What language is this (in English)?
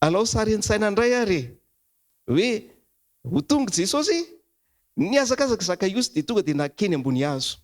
Malagasy